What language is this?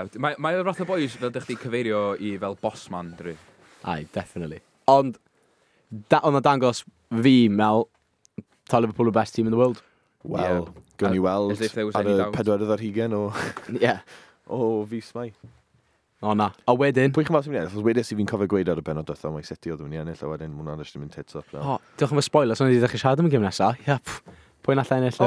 Welsh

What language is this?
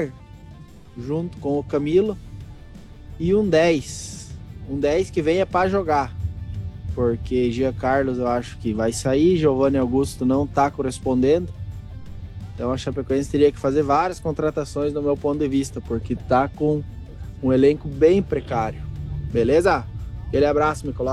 Portuguese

